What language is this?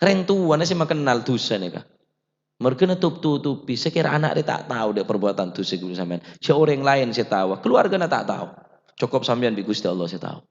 Madurese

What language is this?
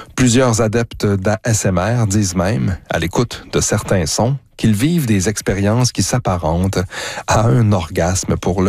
French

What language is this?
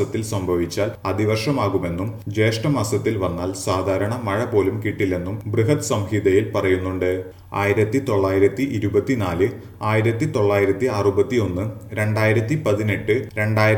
Malayalam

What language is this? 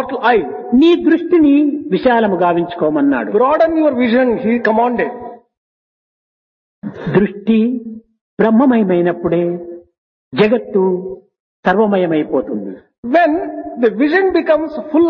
Telugu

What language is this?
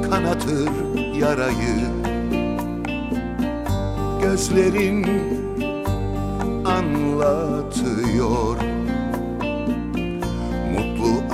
Turkish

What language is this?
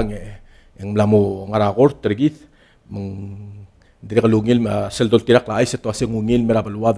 Palauan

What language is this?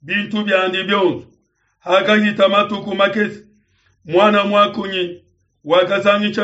Luba-Lulua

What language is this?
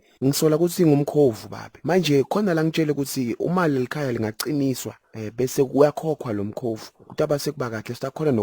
Zulu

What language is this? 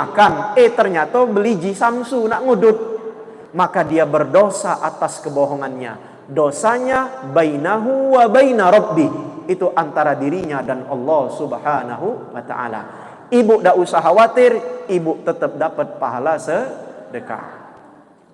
Musi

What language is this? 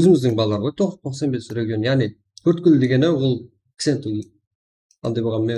Kara-Kalpak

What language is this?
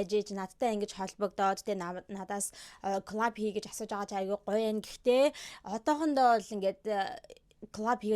Mongolian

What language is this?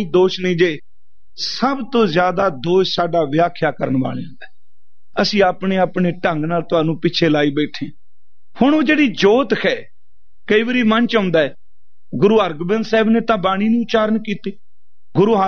Punjabi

